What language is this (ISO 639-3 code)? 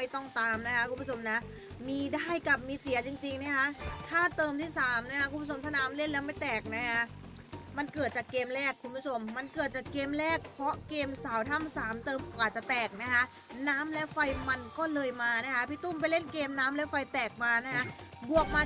tha